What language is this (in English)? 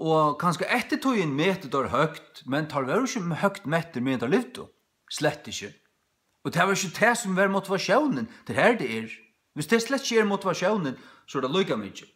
Faroese